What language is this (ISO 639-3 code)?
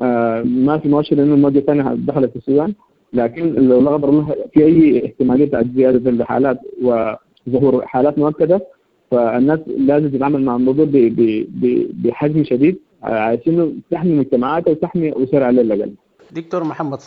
apd